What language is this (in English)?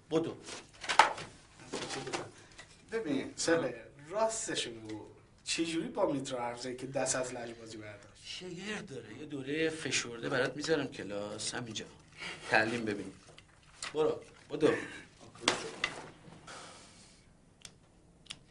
Persian